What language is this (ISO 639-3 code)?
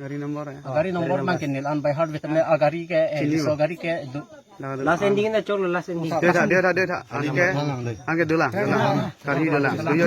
mjw